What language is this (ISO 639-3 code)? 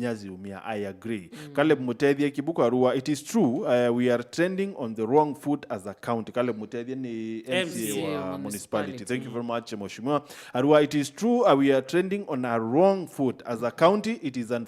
mer